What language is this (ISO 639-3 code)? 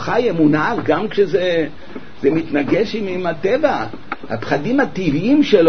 heb